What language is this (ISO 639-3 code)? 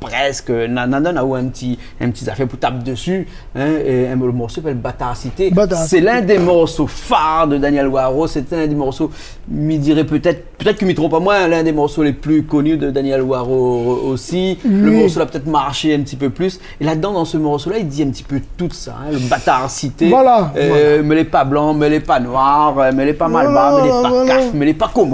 rcf